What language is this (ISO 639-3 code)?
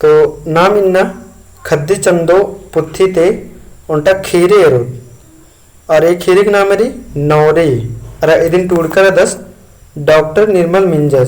kru